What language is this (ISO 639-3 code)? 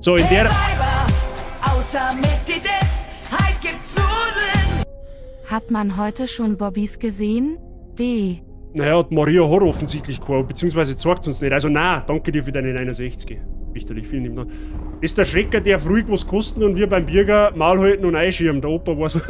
bar